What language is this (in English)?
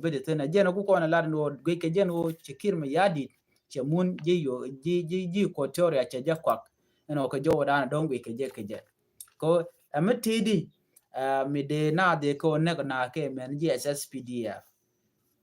Nuer